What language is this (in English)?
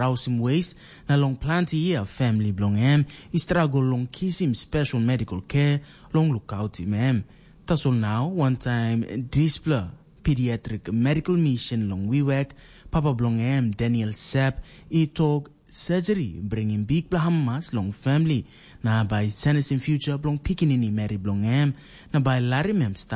Tok Pisin